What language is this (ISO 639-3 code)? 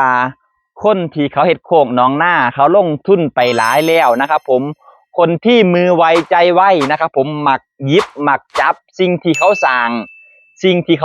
tts